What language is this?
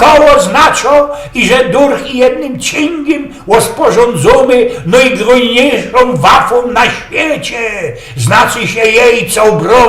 Silesian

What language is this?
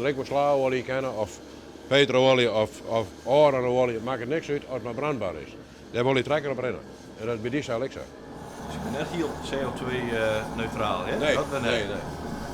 Western Frisian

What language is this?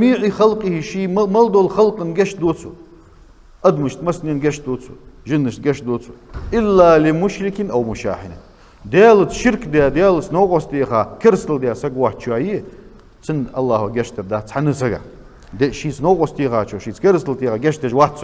Ingush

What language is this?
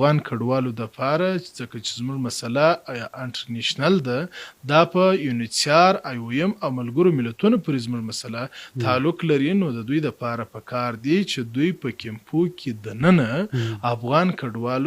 Pashto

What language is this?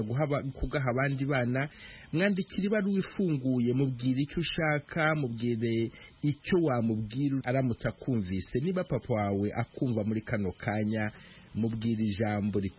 Kinyarwanda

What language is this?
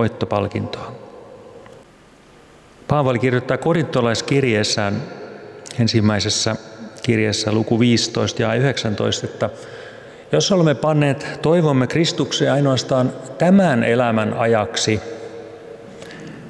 Finnish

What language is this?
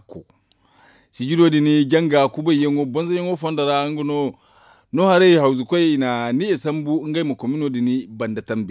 Zarma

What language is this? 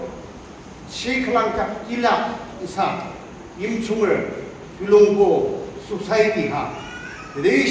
Yimchungru Naga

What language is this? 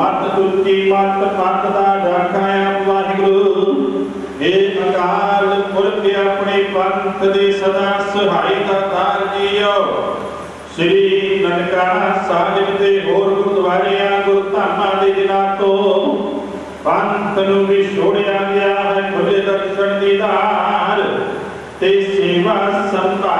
Punjabi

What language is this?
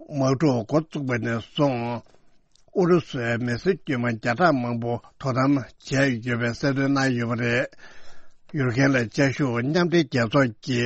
Tibetan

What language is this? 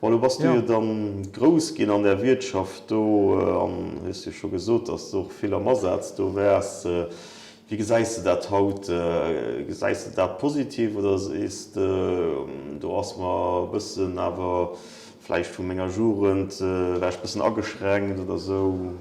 Luxembourgish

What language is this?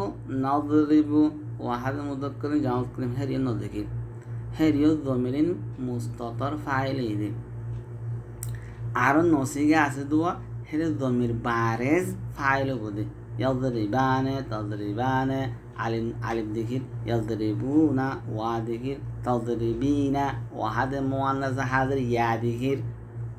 Bangla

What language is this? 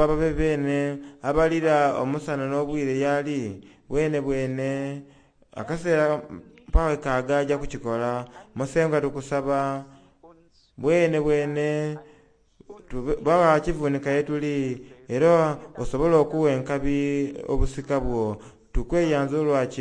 Soga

